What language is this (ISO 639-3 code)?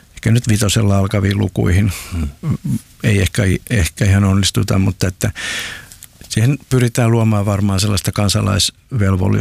fin